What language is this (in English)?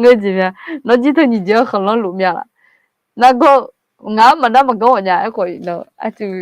Akha